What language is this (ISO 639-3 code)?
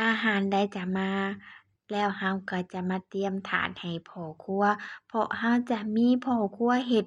lao